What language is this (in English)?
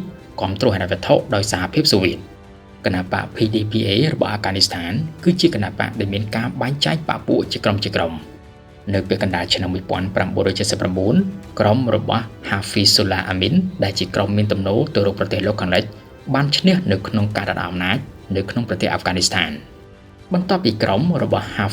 Khmer